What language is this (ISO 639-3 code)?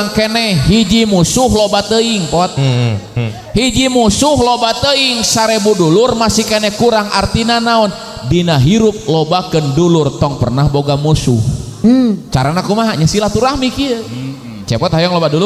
sun